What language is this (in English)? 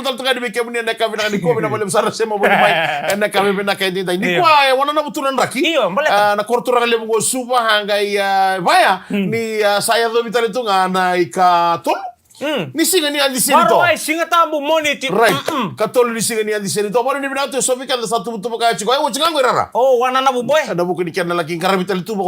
Fijian